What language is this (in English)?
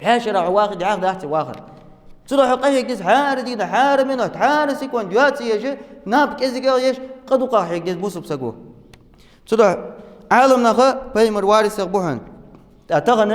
Ingush